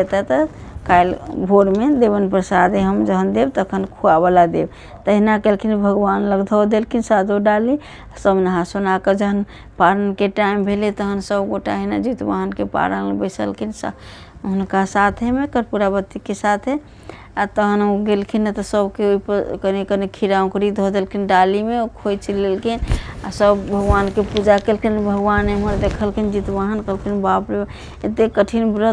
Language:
Maithili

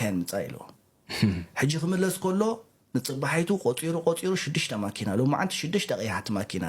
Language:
Tigrinya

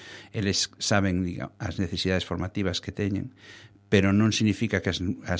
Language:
Galician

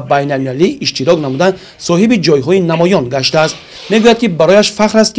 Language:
Tajik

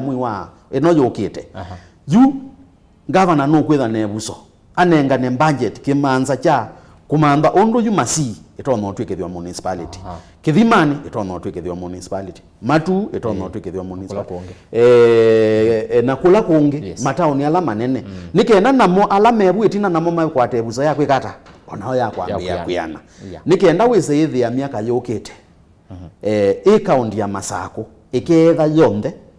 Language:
Kamba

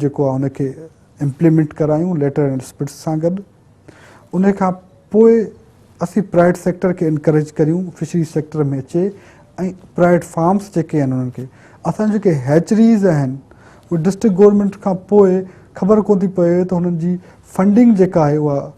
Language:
Sindhi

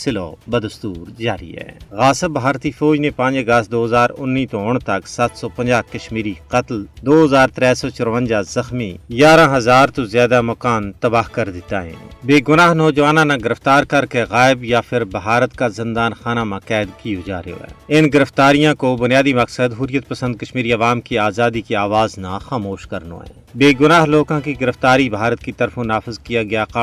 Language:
Gujari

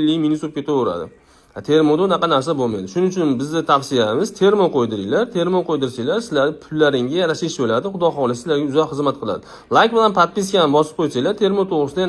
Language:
Uzbek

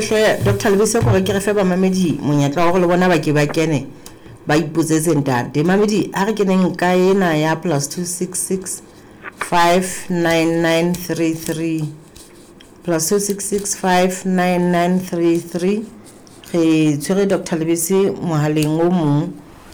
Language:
Southern Sotho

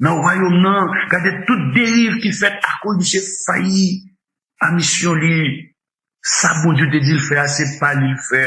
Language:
Haitian Creole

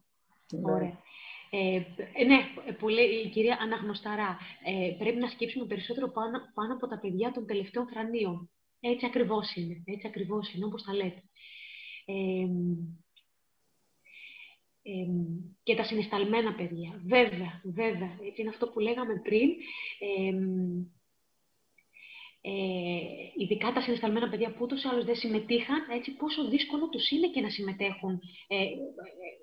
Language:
Greek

